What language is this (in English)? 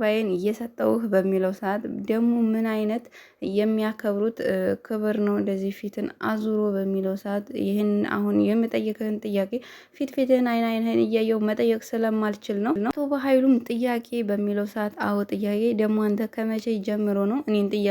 Amharic